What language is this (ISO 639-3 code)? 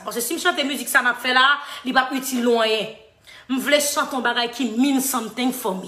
hat